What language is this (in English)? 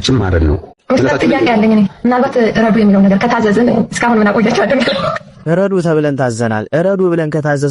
Amharic